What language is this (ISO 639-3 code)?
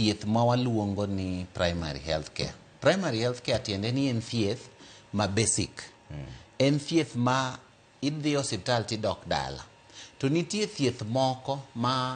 luo